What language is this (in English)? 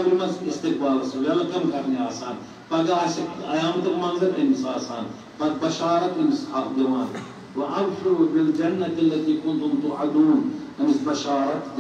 Kashmiri